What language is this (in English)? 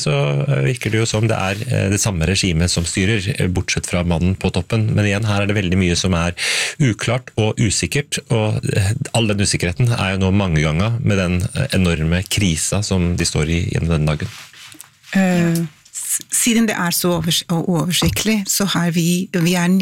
Norwegian